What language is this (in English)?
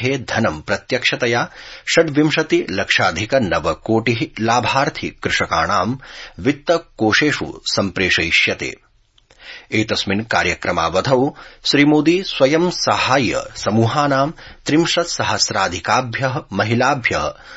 Sanskrit